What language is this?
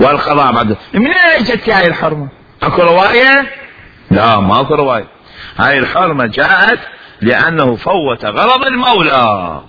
Mesopotamian Arabic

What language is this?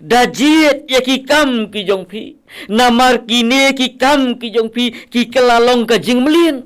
Khasi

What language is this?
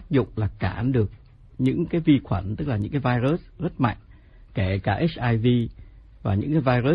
Vietnamese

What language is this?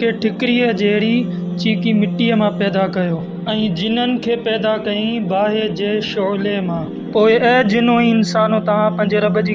Sindhi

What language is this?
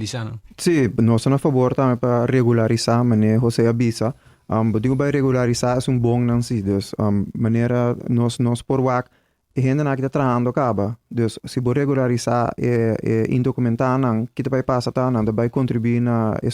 Papiamento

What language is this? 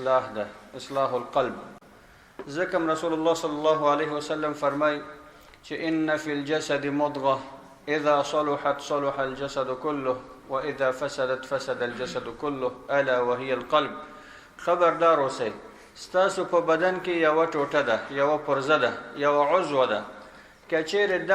Pashto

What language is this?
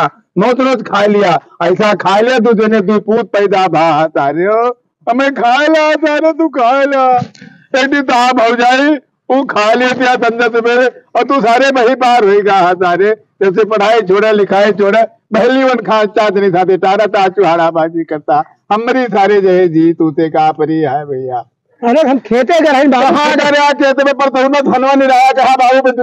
Awadhi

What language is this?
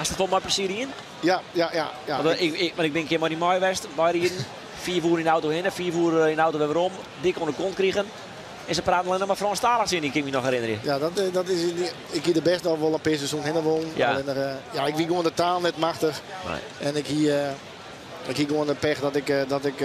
Western Frisian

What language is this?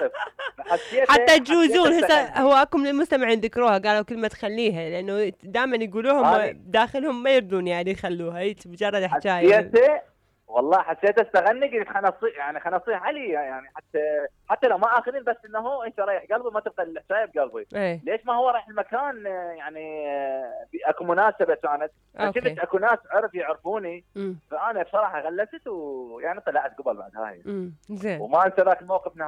Mesopotamian Arabic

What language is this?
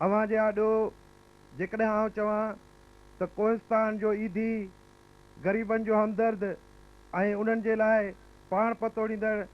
Sindhi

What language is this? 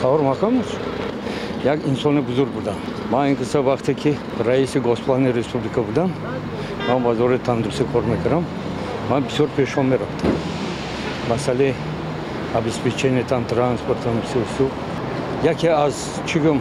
Tajik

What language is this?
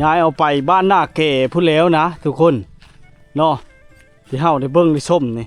Lao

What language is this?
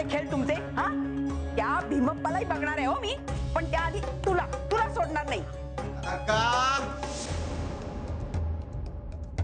Marathi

